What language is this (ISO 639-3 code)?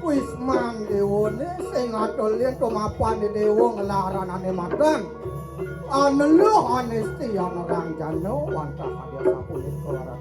ban